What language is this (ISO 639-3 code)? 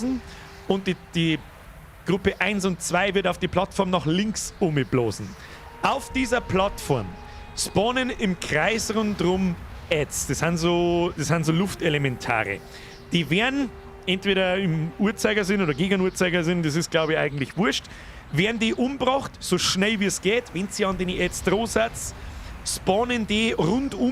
bar